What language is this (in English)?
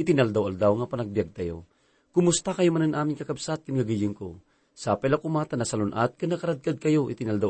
Iloko